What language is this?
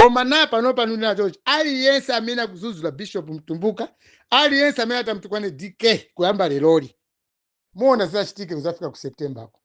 Nyanja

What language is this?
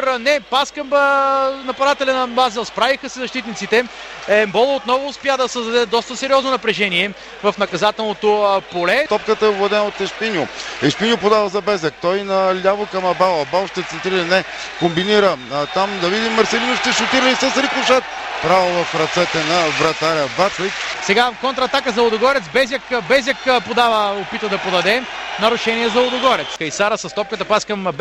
Bulgarian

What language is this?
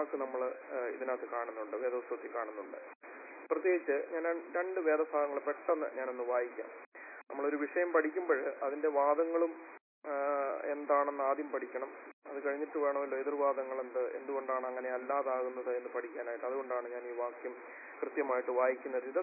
Malayalam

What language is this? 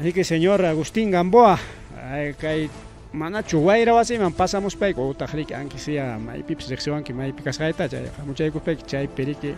Ayacucho Quechua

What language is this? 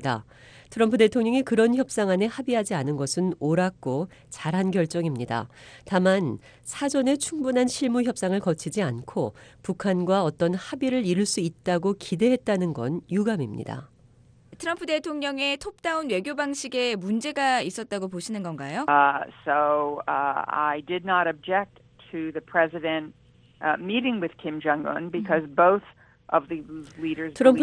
Korean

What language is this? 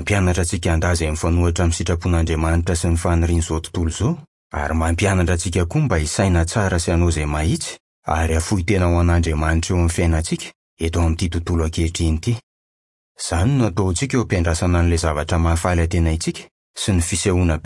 Malagasy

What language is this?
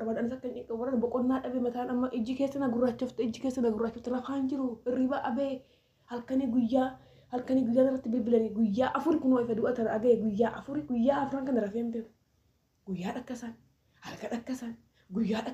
Oromo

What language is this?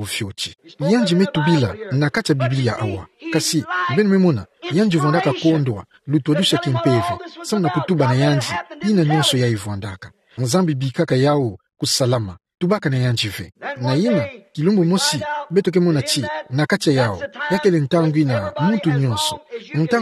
Kituba (Democratic Republic of Congo)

